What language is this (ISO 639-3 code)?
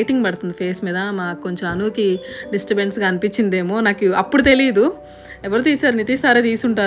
tel